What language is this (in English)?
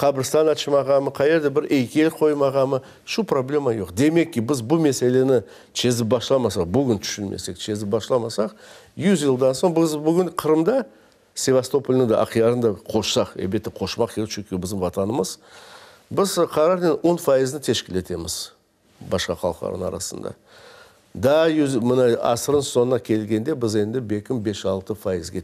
Crimean Tatar